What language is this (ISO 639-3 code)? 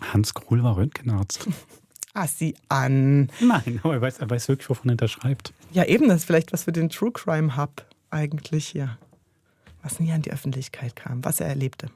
gsw